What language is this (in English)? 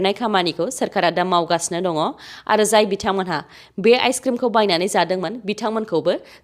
Bodo